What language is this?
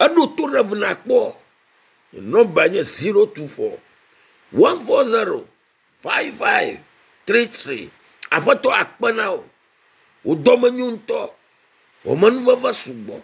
Ewe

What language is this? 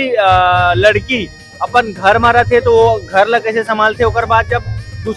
Chhattisgarhi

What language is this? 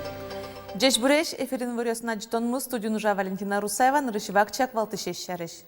Udmurt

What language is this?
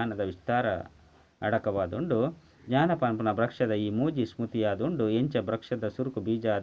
Tulu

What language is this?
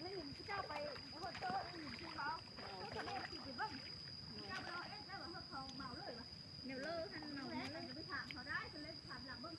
Lao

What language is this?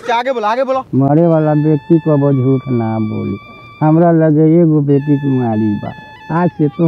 Bhojpuri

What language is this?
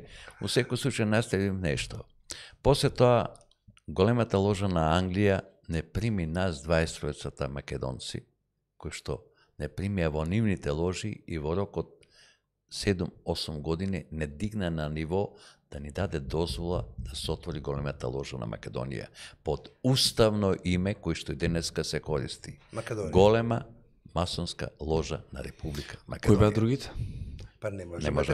Macedonian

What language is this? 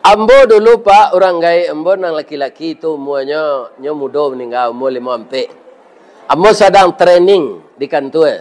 Minangkabau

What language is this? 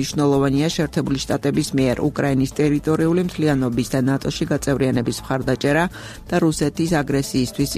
Georgian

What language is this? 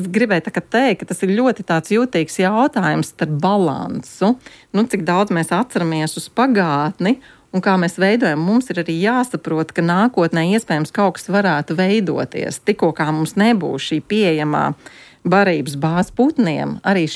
Latvian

